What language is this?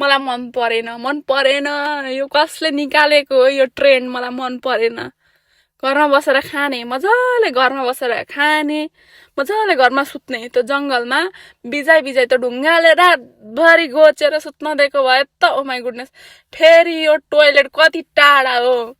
Nepali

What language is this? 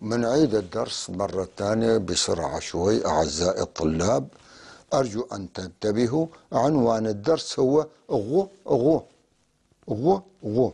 North Levantine Arabic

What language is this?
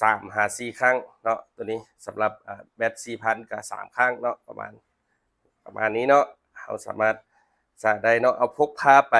Lao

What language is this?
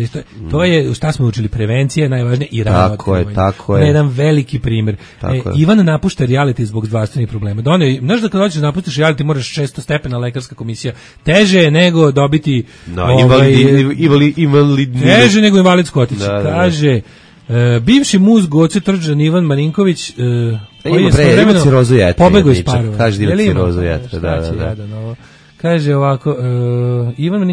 Serbian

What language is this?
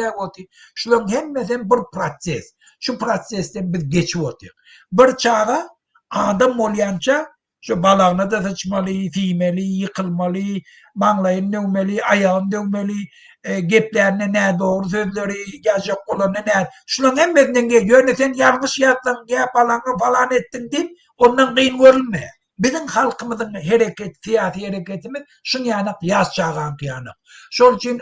Turkmen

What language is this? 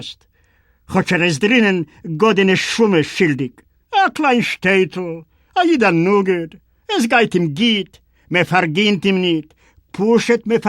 Yiddish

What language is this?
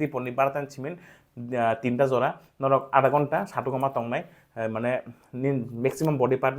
Kok Borok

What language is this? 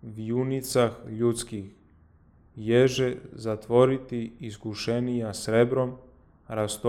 Church Slavic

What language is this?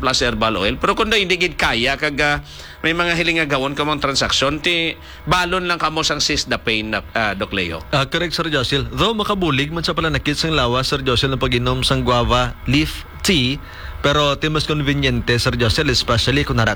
Hiligaynon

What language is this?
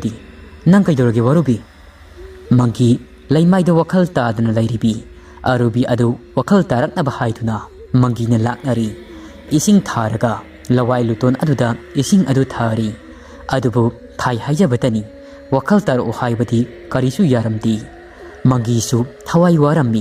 Manipuri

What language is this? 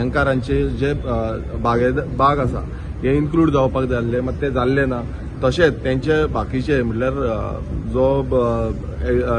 Konkani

